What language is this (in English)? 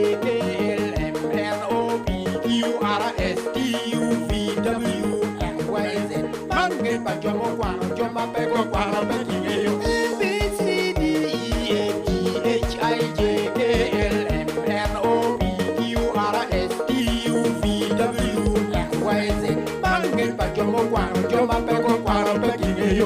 Acoli